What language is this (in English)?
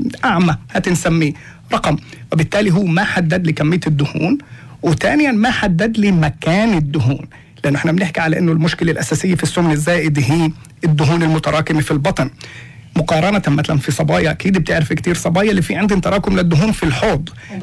North Levantine Arabic